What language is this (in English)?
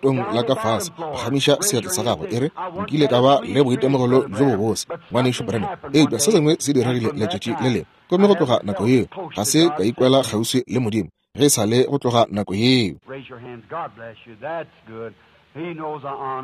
Northern Sotho